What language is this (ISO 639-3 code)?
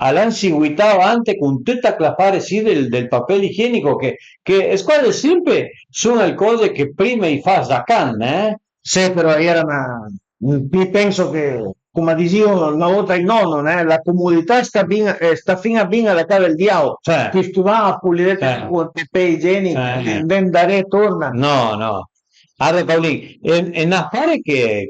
pms